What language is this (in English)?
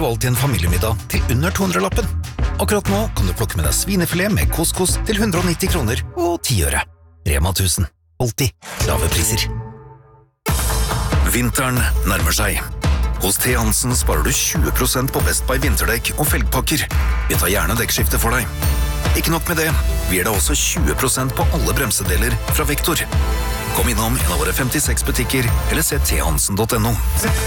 Norwegian